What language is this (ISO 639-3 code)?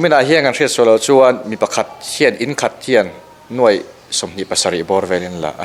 lus